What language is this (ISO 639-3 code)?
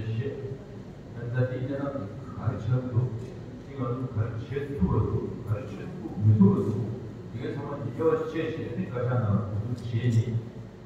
bod